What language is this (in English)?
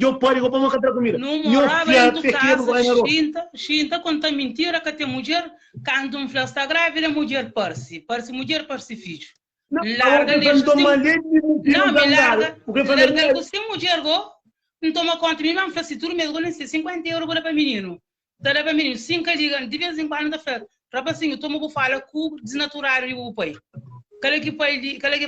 Kabuverdianu